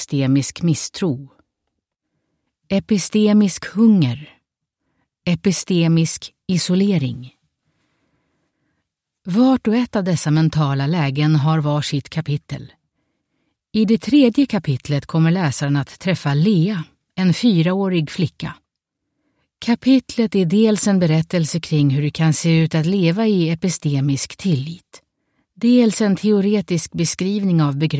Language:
Swedish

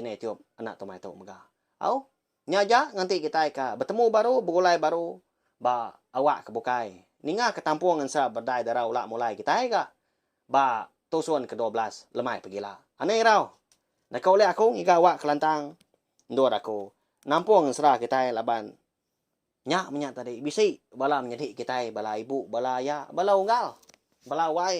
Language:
Iban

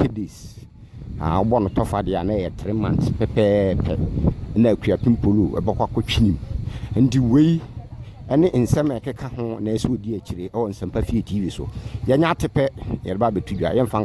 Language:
Akan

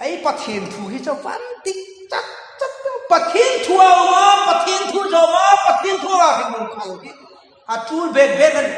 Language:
Hmar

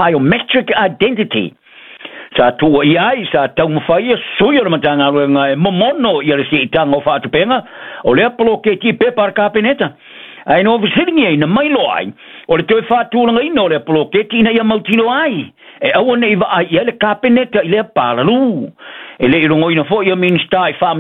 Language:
Samoan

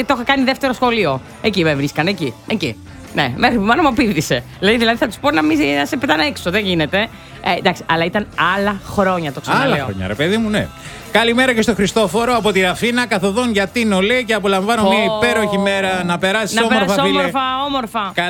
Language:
Greek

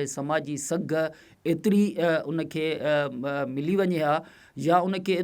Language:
Sindhi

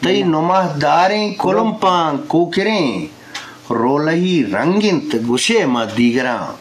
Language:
Eastern Balochi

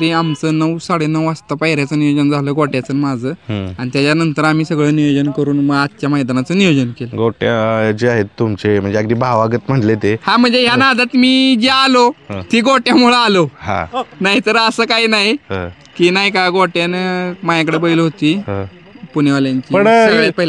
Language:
Marathi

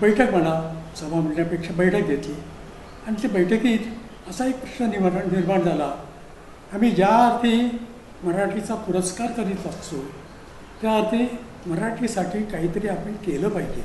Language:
Konkani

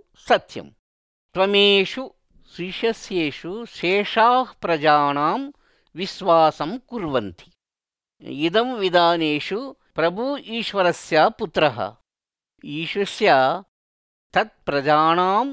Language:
Sanskrit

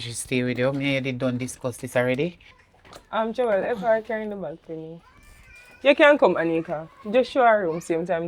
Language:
Jamaican Creole English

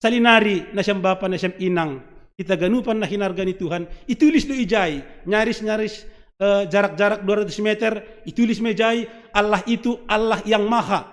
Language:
Batak Simalungun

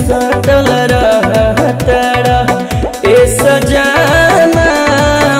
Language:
Bhojpuri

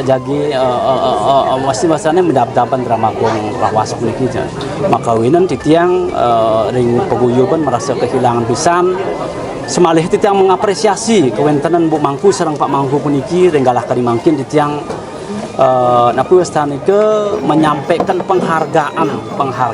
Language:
Balinese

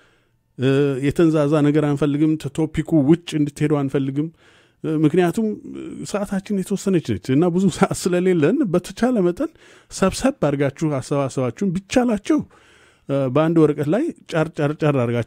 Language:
Amharic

